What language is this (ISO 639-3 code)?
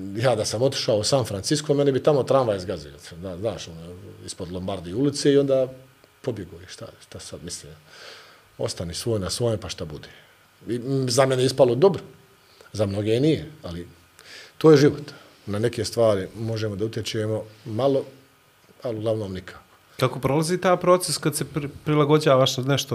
bos